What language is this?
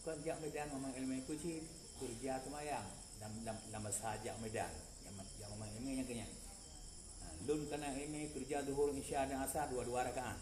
Achinese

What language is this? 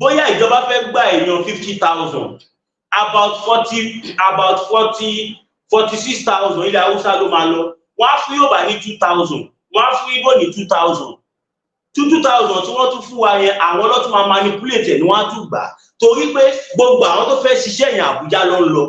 Yoruba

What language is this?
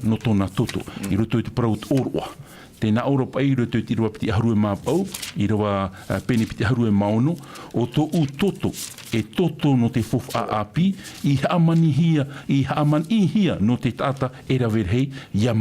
Tahitian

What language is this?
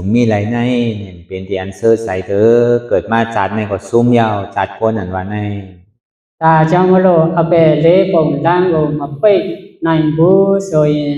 Shan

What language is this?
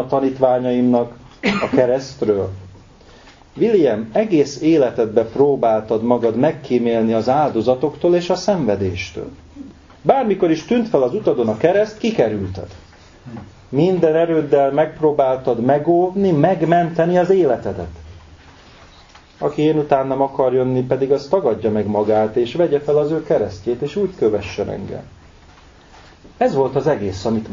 Hungarian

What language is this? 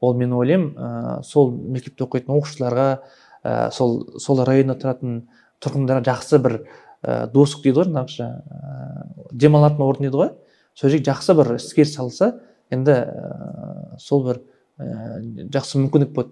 Kazakh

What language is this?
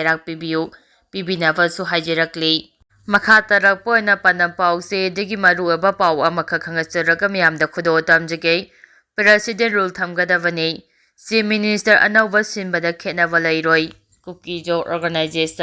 Manipuri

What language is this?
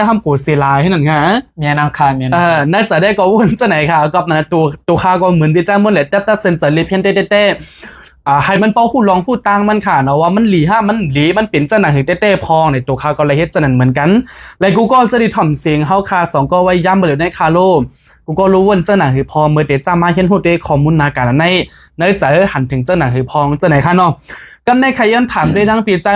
Shan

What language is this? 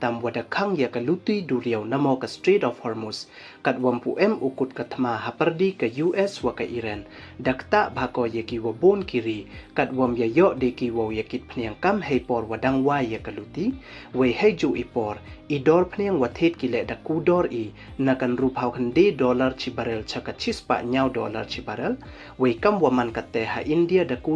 Pnar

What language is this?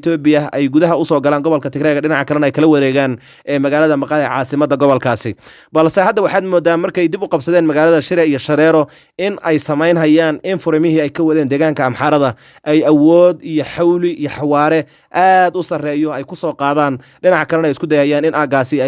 Somali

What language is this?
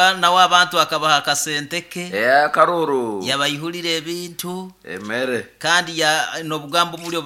Nyoro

